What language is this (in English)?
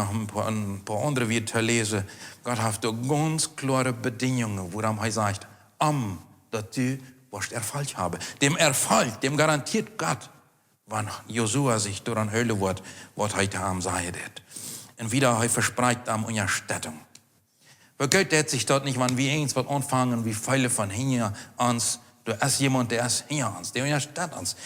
Plautdietsch